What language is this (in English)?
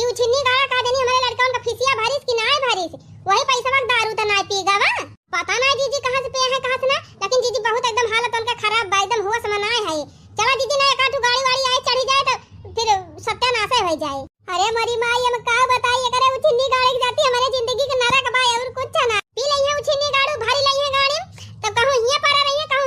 Awadhi